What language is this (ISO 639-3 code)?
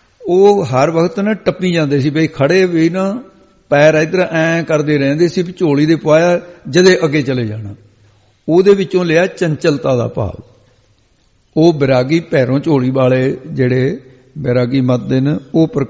pan